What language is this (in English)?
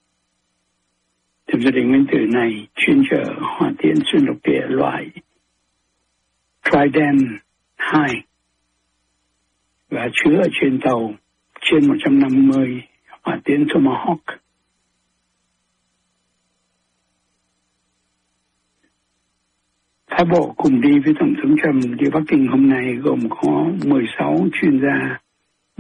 Vietnamese